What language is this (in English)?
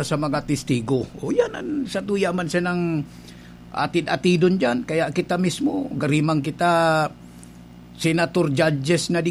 Bikol